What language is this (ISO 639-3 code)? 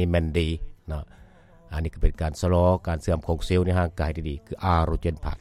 lao